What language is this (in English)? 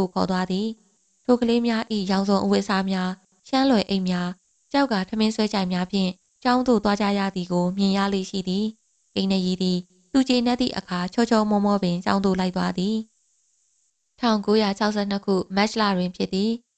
Burmese